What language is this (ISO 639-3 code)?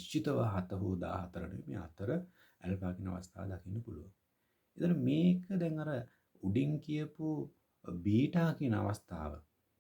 sin